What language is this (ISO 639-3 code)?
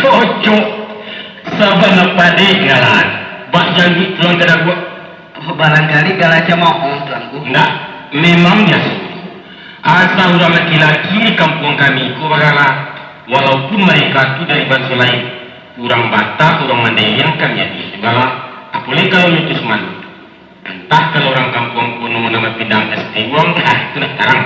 min